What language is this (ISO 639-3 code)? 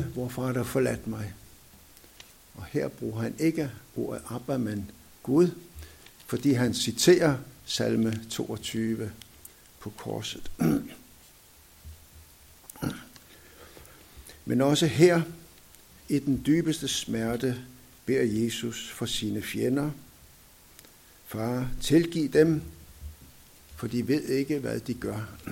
dan